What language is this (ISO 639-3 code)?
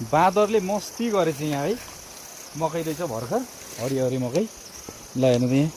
nep